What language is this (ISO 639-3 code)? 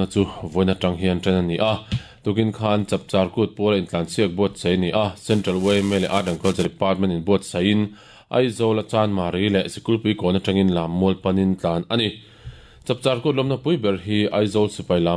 lus